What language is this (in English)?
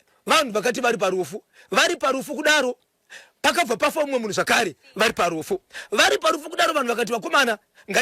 Shona